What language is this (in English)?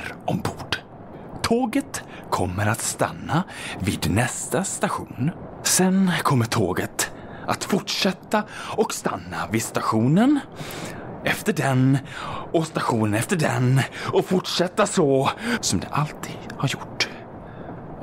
Swedish